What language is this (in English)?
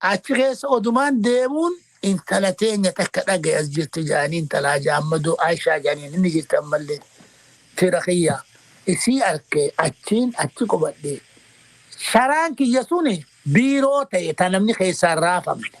Oromo